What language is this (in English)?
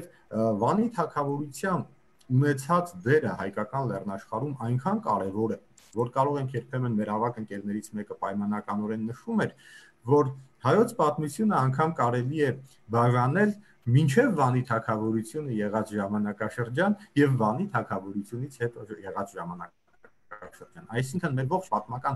Armenian